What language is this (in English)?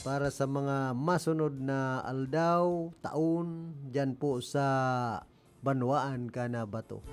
Bikol